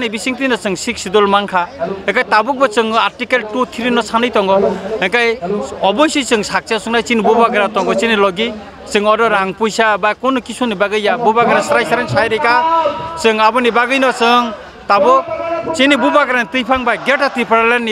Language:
Kok Borok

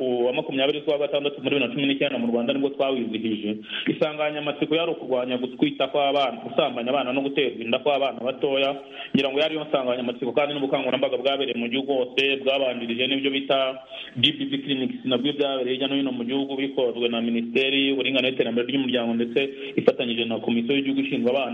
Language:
Kinyarwanda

